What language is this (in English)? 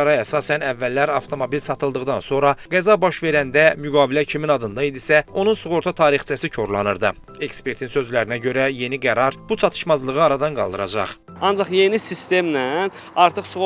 Azerbaijani